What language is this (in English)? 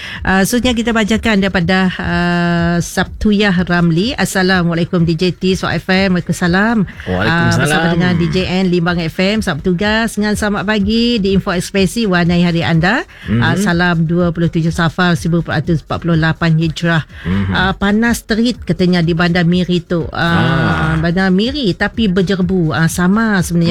Malay